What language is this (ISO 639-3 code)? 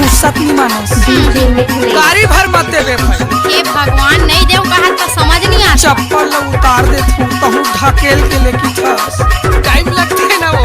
hne